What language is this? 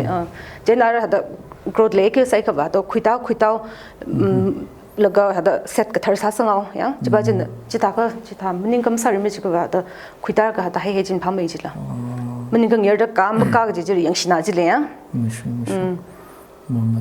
Tangkhul Naga (India)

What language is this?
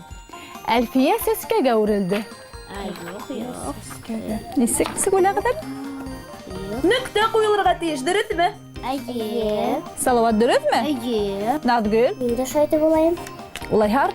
Bashkir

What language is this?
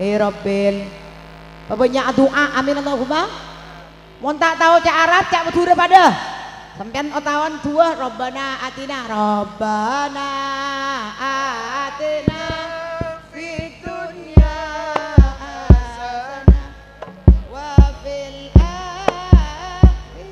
Madurese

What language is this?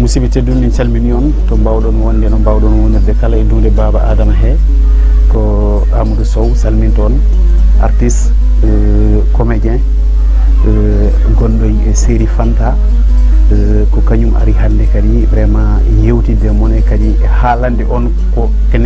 Fula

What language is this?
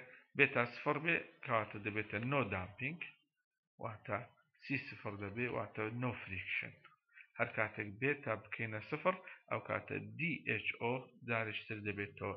Central Kurdish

